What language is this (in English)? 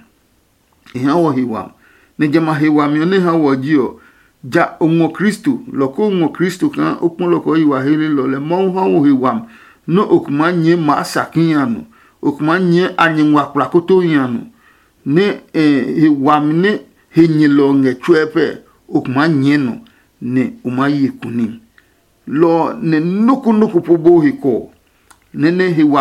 Adangme